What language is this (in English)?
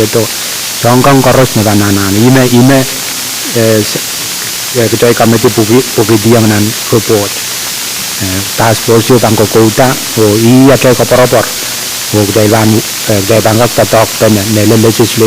Pohnpeian